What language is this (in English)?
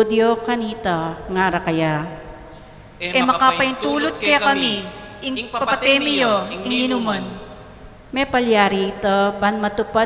Pampanga